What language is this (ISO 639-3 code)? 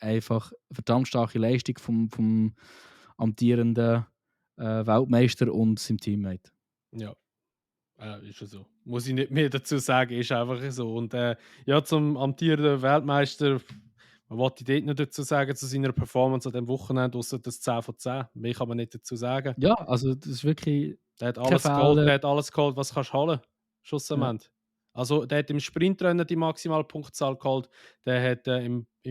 gsw